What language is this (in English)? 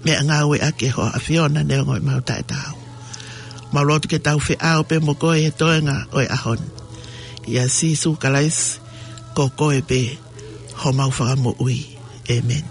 Tongan